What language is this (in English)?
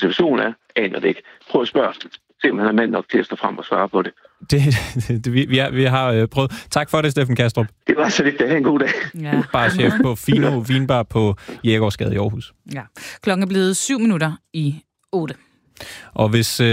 Danish